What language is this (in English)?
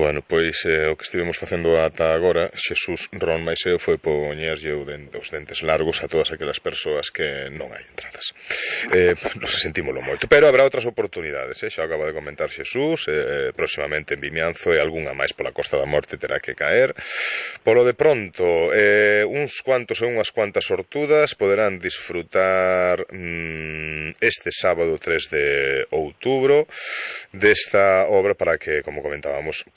Galician